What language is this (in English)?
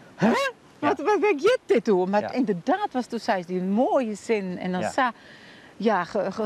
Western Frisian